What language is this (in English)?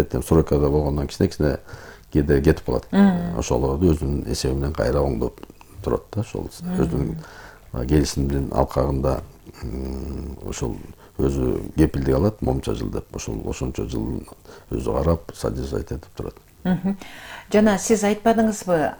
Kyrgyz